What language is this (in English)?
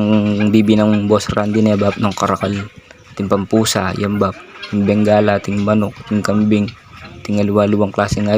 Pampanga